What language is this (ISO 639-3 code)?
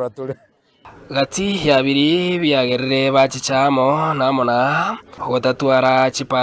guz